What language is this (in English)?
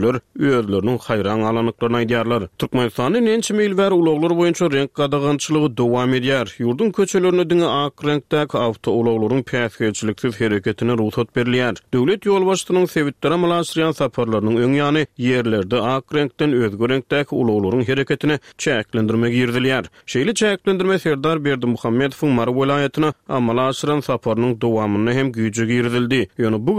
Turkmen